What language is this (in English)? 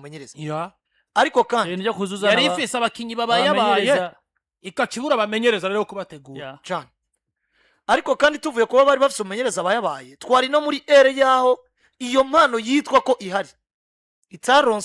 Rundi